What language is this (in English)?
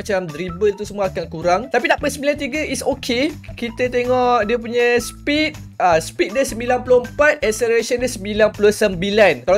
Malay